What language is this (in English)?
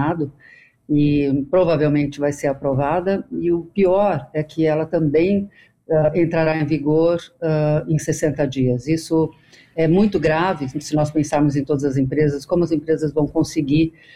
Portuguese